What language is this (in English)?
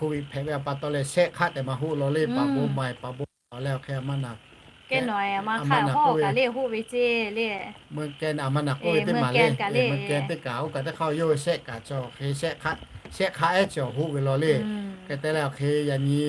Lahu